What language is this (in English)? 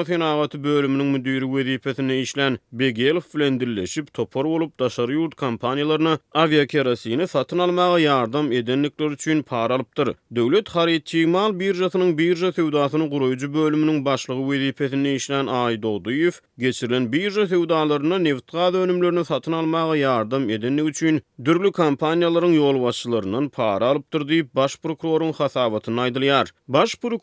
Turkmen